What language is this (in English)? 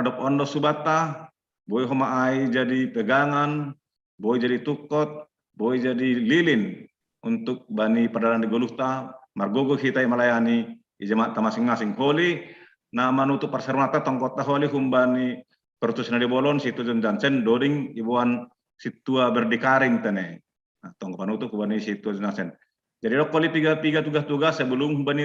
Batak Simalungun